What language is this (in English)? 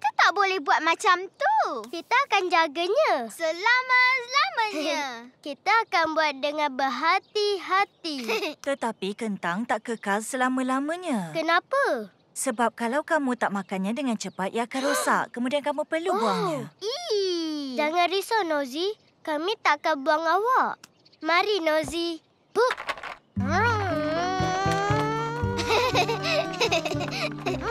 Malay